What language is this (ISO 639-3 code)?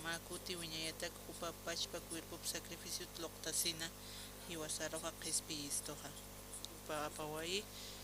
aym